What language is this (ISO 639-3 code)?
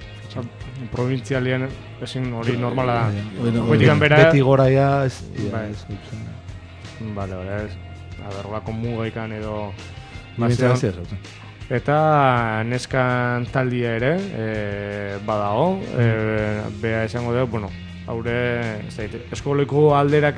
eus